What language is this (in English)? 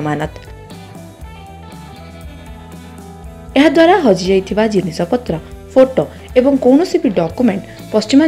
Odia